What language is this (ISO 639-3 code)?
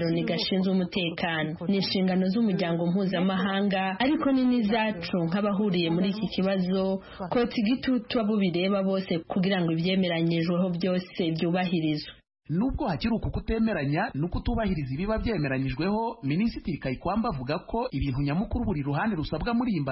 kin